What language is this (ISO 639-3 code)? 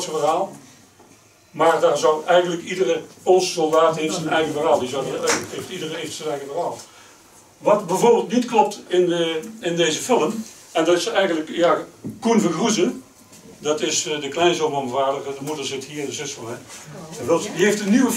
nld